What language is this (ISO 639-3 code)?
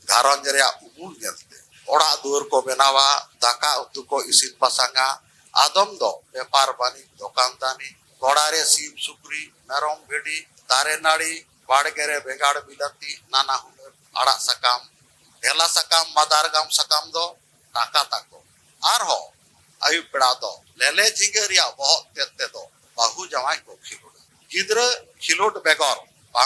sat